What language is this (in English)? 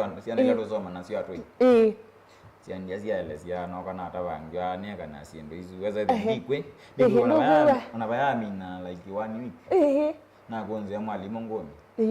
Kamba